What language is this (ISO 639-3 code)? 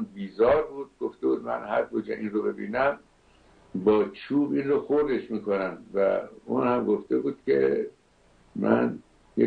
fas